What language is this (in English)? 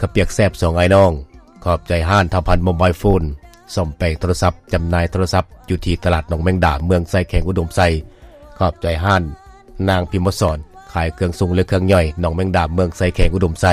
Lao